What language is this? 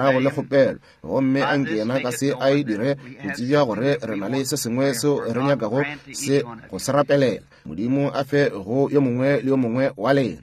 Northern Sotho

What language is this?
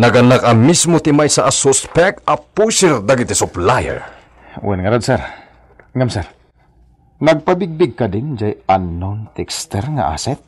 Iloko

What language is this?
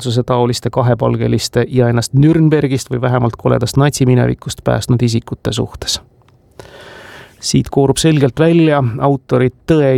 Estonian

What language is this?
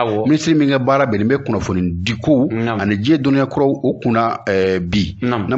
Bambara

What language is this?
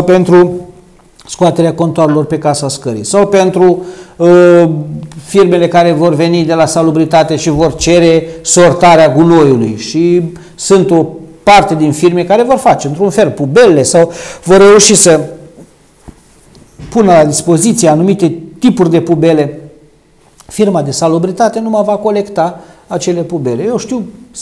Romanian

